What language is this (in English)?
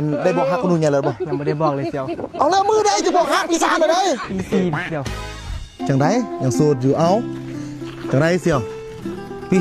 Lao